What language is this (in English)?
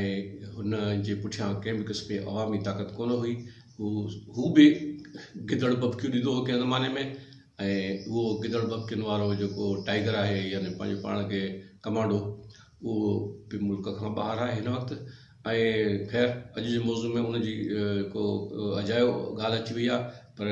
Sindhi